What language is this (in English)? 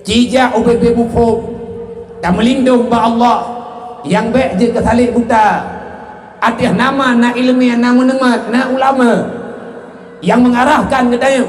Achinese